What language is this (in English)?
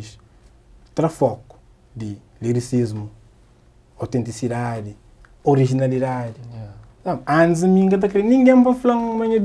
Kabuverdianu